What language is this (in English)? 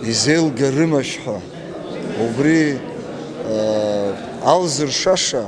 Abkhazian